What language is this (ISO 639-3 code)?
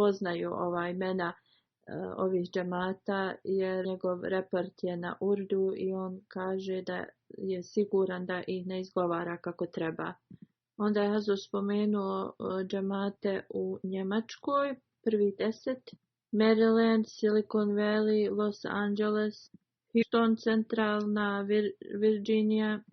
bos